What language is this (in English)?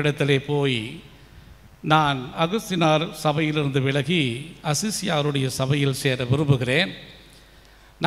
Tamil